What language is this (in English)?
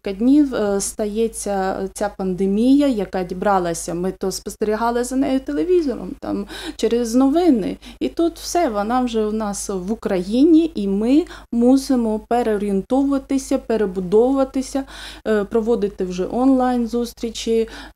Ukrainian